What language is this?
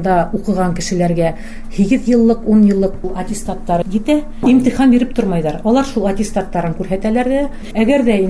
Bashkir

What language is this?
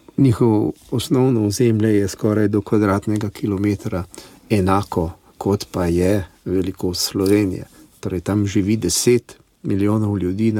Slovenian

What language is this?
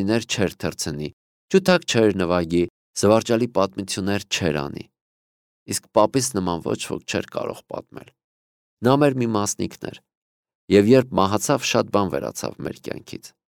Armenian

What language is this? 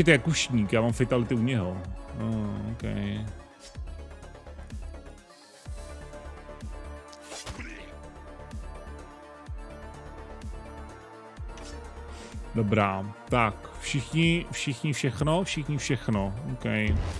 Czech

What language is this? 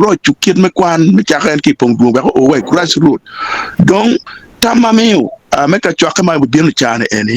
Acoli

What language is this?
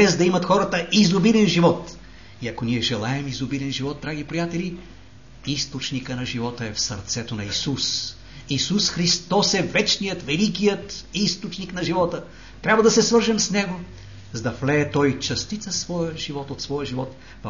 Bulgarian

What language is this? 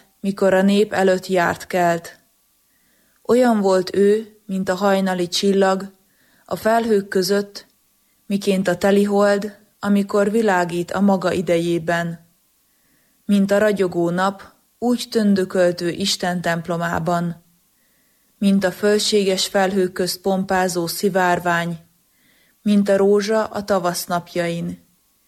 Hungarian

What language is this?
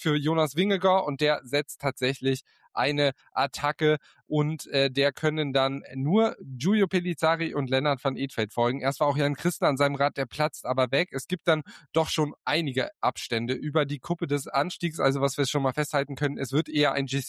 German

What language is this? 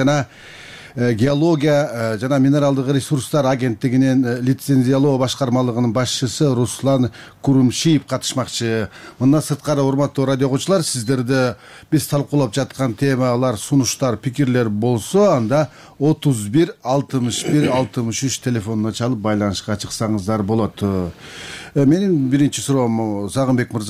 Kyrgyz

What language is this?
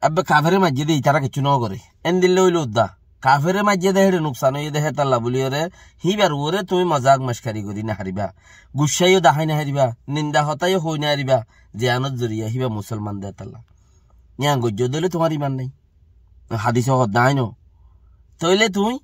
Rohingya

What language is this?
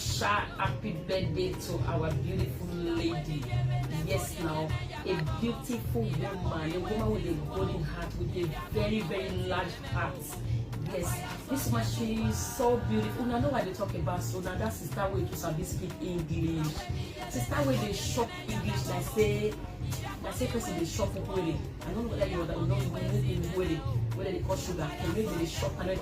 Nigerian Pidgin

